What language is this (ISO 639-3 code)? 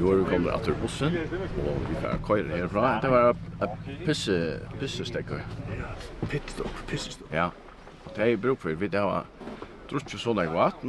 fao